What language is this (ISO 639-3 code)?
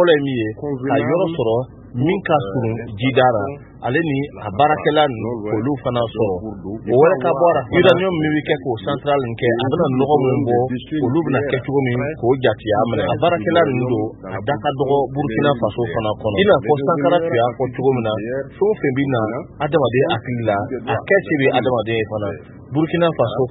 bam